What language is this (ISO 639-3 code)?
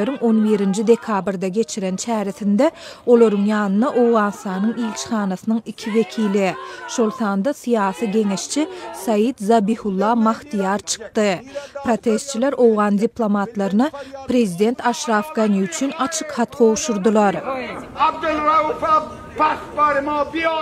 tuk